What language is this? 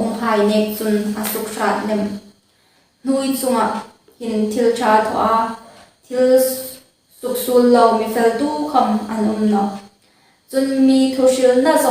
Hmar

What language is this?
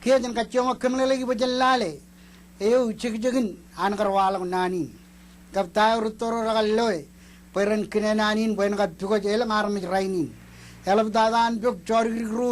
Marshallese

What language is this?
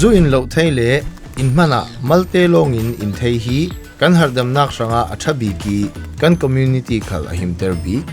Falam Chin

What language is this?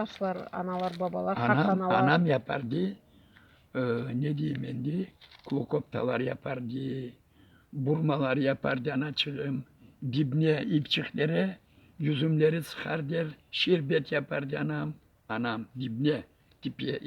Crimean Tatar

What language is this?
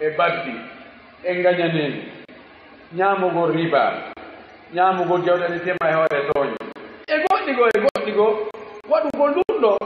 Fula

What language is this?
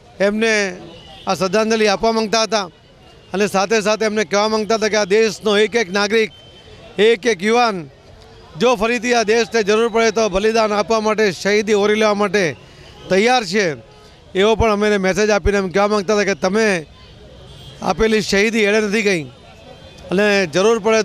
Gujarati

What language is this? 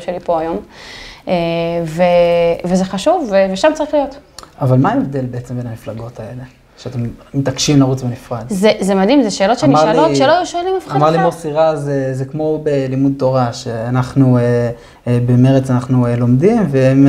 Hebrew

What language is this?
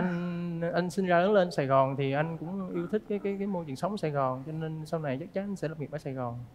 Vietnamese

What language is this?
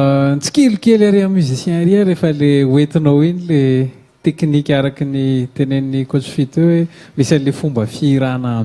Malagasy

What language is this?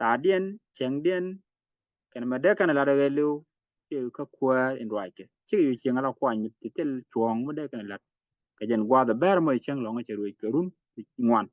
Nuer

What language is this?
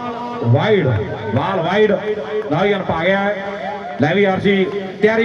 Punjabi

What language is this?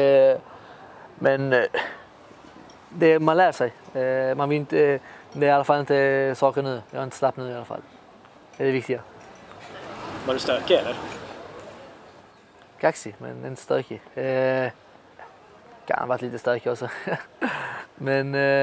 Swedish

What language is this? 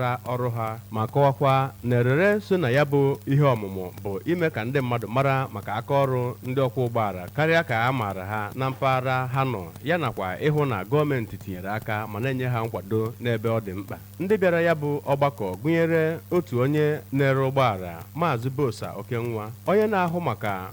Igbo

